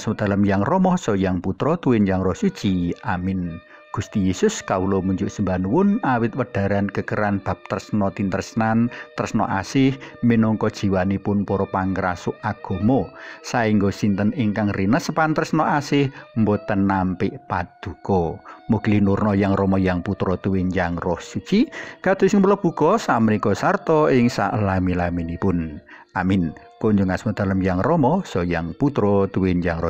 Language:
Javanese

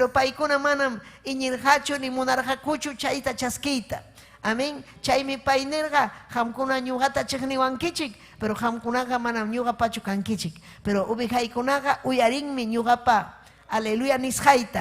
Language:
Ayacucho Quechua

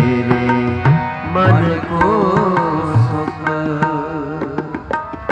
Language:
Punjabi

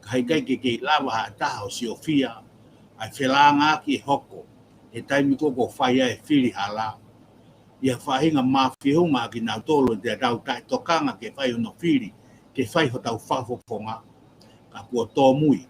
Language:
Tongan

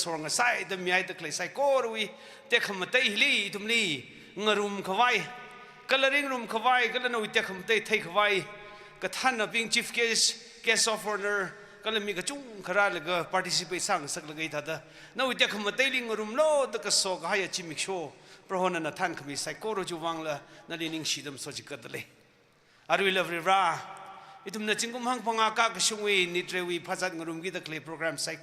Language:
Tangkhul Naga (India)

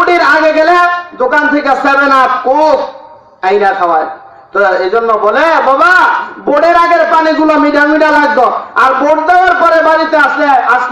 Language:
Bangla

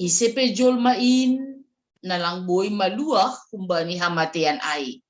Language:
Batak Simalungun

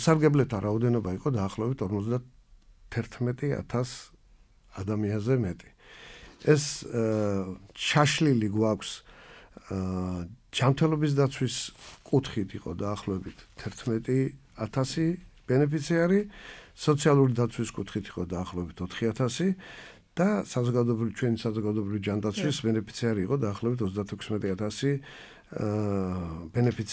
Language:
Georgian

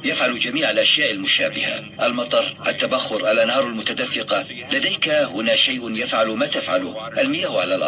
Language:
Arabic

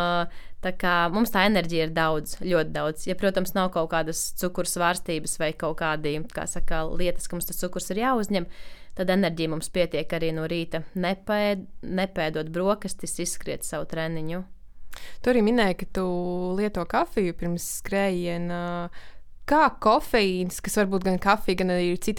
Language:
Latvian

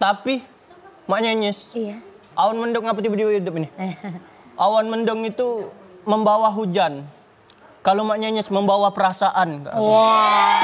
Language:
Musi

